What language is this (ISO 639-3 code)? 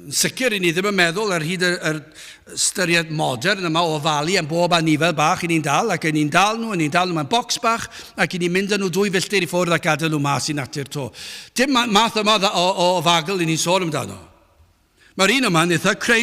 cym